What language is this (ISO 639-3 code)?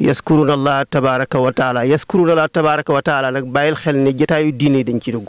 wol